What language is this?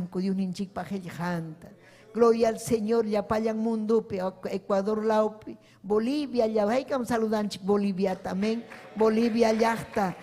Ayacucho Quechua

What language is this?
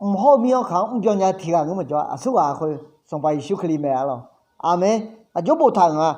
Akha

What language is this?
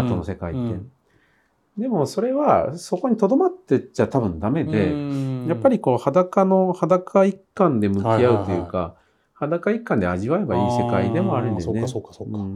Japanese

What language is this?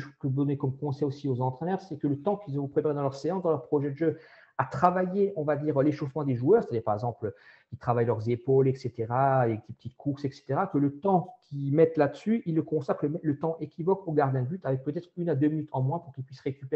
French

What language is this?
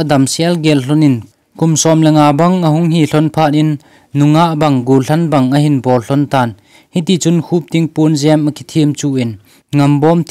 Thado Chin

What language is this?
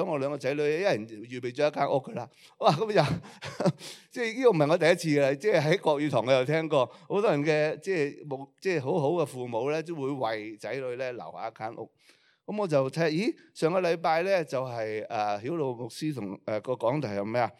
Cantonese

